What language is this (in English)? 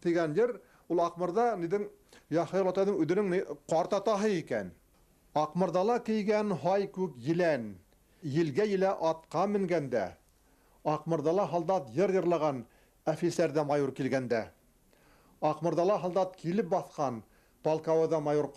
Bashkir